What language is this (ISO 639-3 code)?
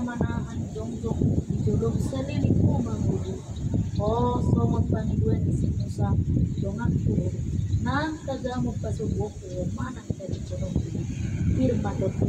bbc